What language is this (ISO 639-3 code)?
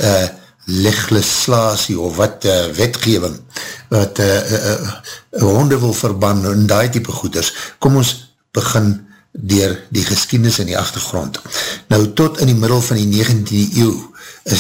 afr